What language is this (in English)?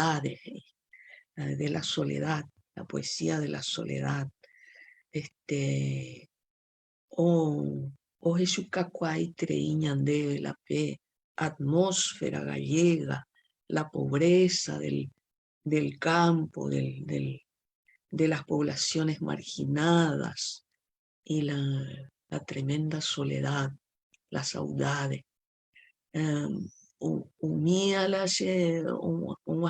Guarani